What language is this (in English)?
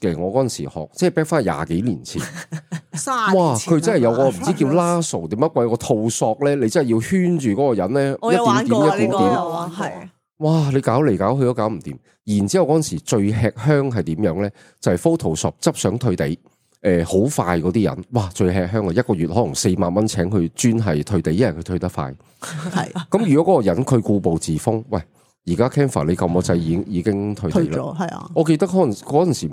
Cantonese